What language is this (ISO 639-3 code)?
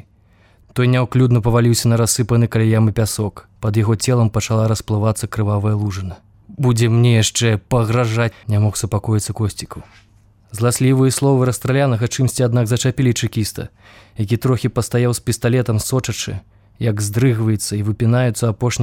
bel